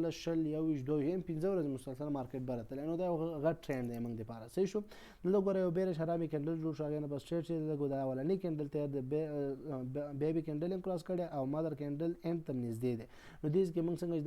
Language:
Pashto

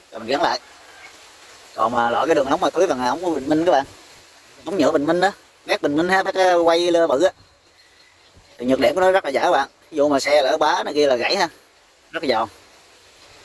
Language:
Vietnamese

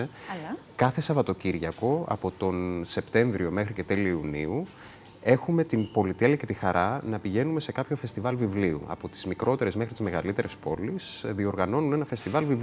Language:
Greek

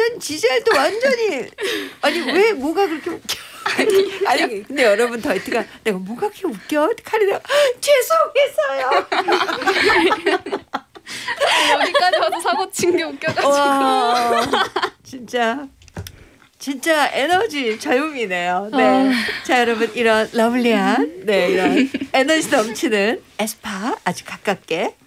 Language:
Korean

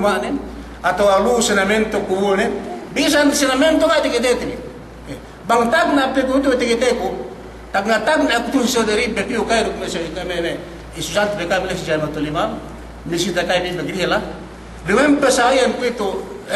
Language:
Yakan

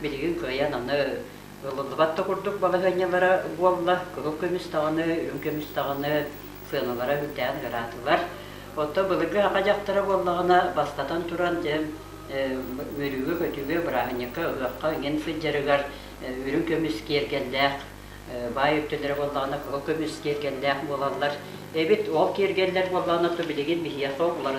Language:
Yakut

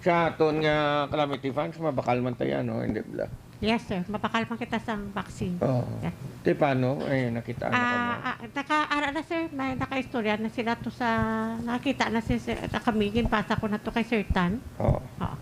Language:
Hiligaynon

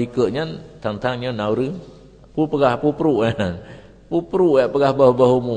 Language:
Achinese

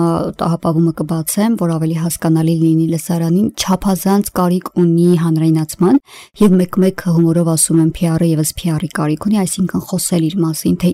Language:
Armenian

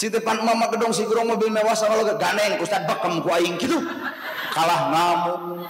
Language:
Sundanese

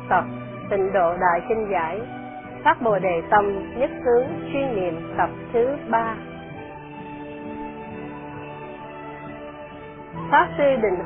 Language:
Vietnamese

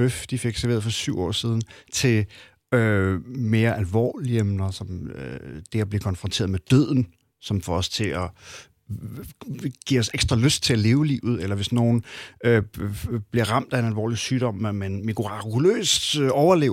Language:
Danish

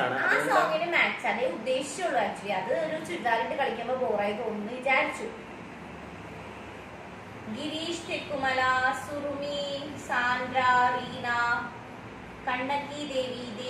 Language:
Malayalam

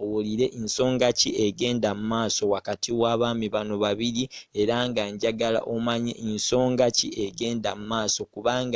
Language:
Ganda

